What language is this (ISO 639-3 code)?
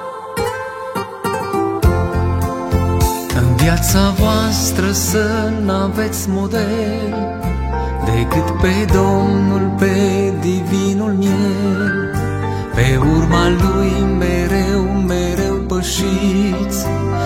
ron